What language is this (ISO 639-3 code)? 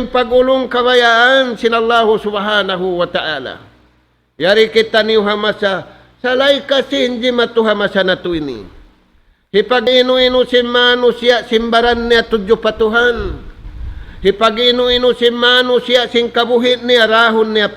tsg